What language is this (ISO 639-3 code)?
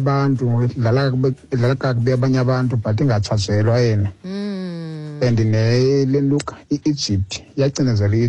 xho